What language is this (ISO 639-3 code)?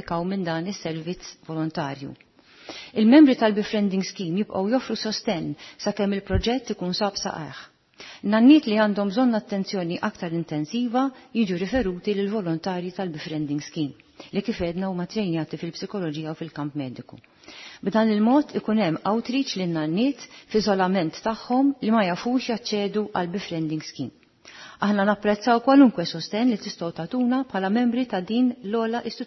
mlt